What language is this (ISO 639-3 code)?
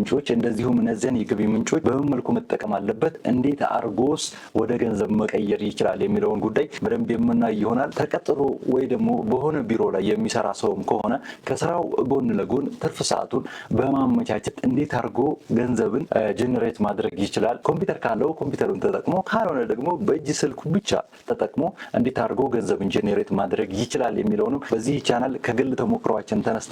amh